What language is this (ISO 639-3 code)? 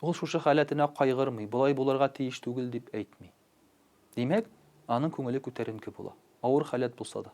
tat